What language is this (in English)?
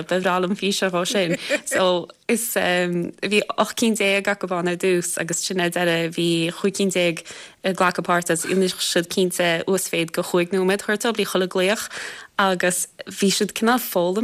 Irish